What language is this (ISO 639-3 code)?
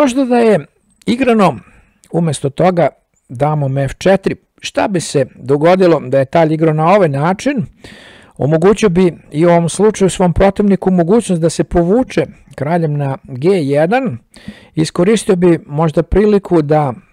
srp